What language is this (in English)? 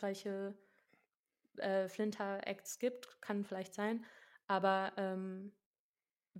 German